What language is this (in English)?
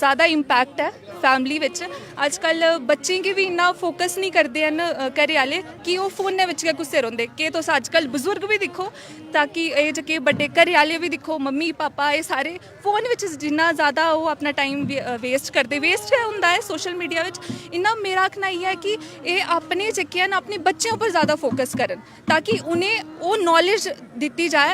Dogri